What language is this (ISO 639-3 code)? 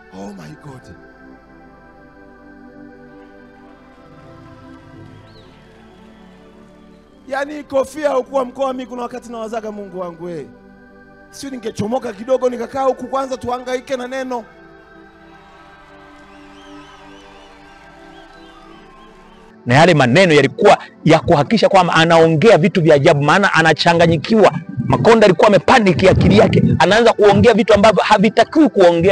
swa